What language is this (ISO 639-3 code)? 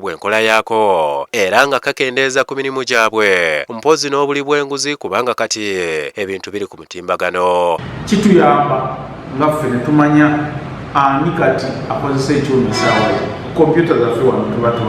lug